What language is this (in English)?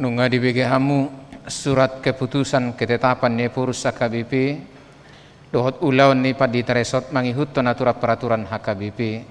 Batak Toba